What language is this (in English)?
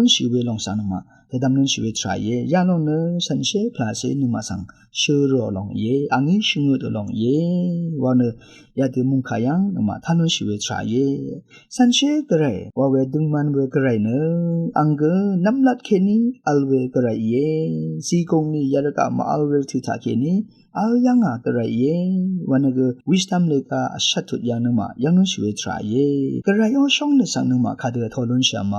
Rawang